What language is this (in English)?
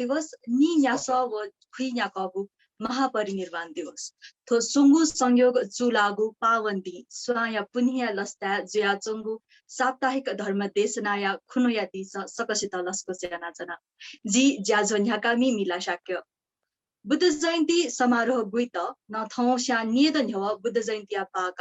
Newari